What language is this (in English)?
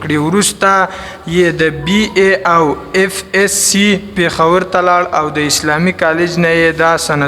Pashto